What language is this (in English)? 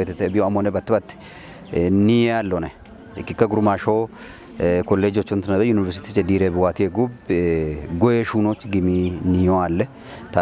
Kafa